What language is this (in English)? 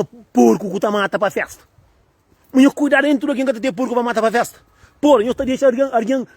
Kabuverdianu